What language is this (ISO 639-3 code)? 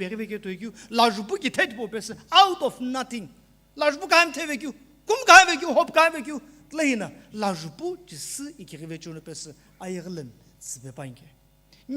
nsm